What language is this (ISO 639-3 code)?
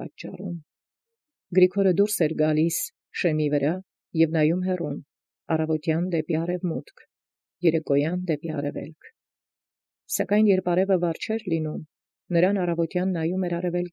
hye